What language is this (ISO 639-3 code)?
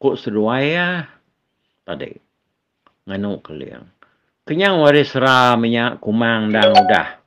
iba